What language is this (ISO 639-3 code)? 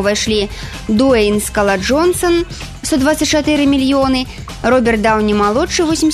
bel